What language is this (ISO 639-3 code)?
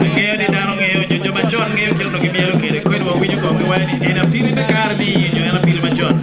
ach